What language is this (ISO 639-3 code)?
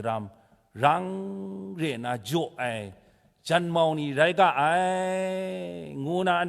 kac